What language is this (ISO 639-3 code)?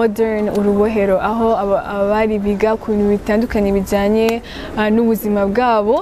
kin